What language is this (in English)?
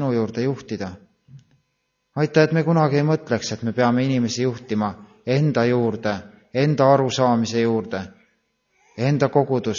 Estonian